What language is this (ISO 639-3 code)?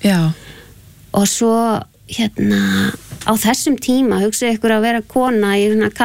isl